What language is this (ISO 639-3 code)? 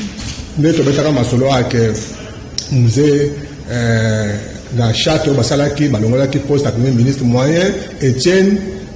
lin